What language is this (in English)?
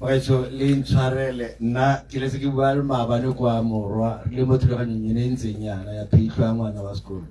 Tswana